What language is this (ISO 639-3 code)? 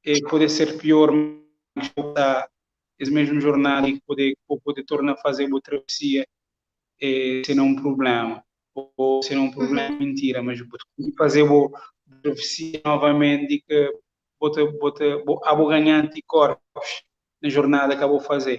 kea